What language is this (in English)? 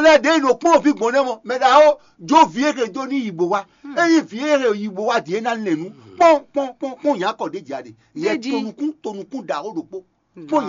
Fon